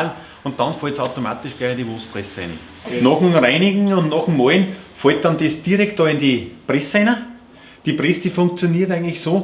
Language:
Bavarian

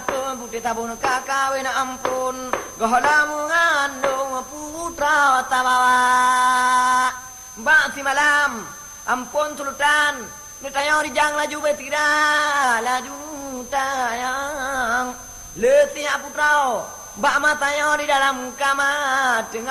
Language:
Achinese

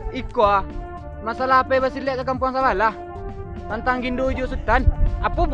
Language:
Minangkabau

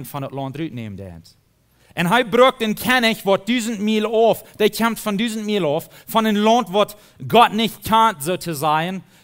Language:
Plautdietsch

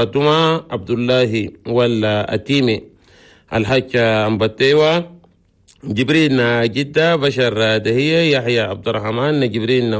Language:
Chadian Arabic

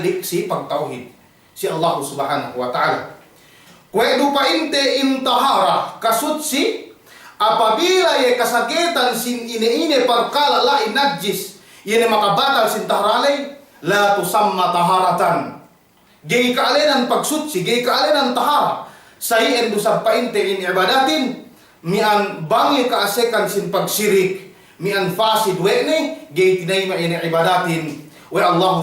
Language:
Yakan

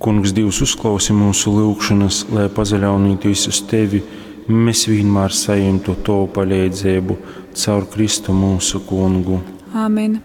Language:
Latgalian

